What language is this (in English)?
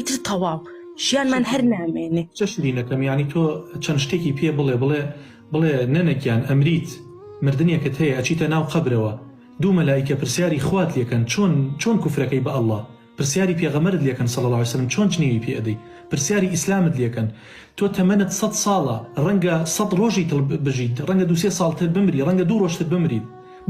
Central Kurdish